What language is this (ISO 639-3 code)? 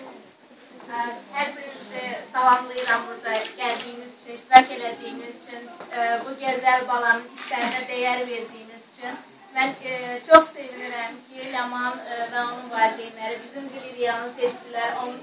aze